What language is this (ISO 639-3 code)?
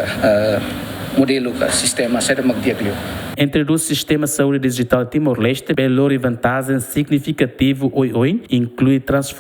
tet